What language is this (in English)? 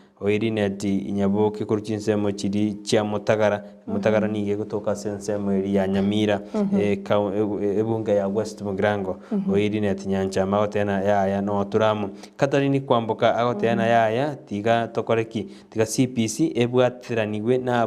Gusii